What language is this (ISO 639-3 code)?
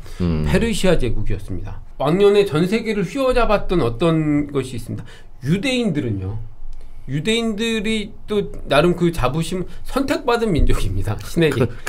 kor